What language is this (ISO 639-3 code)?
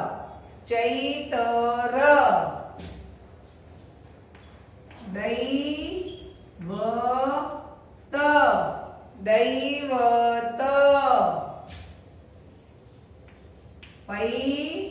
guj